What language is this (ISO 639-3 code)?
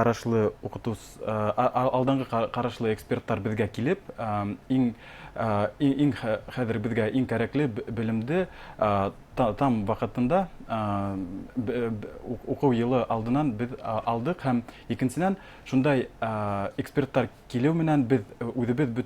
bak